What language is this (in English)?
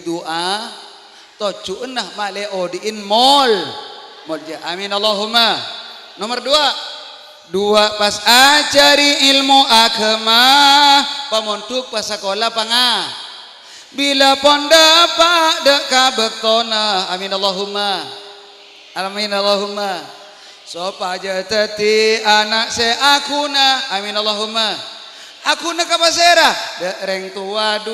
Madurese